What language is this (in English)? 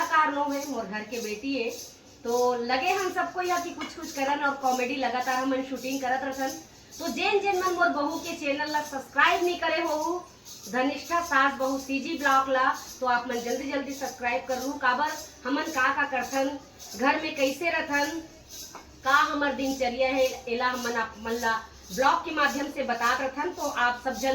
Chhattisgarhi